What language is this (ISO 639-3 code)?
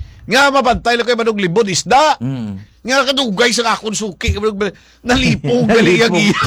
hil